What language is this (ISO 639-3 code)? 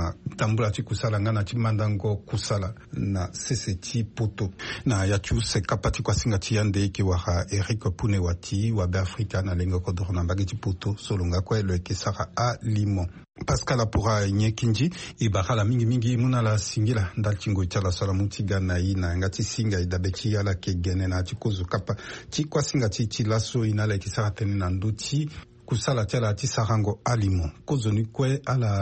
sag